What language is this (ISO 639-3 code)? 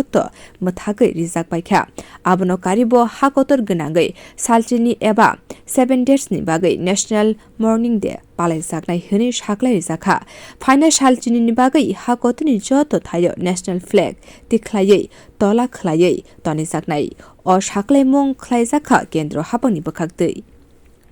trp